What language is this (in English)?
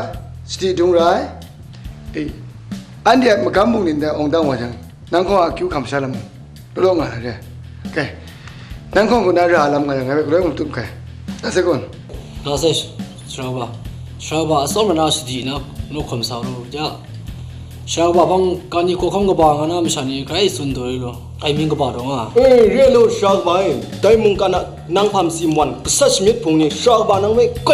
Kachin